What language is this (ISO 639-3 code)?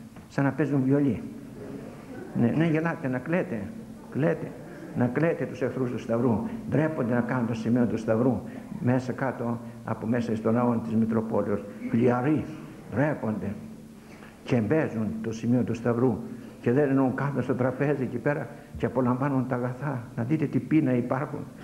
ell